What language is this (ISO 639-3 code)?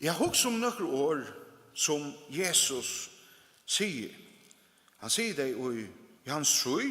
fao